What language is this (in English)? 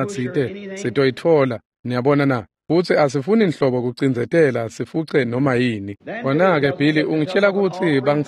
Swati